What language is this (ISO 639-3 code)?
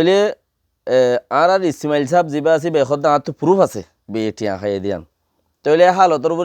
rhg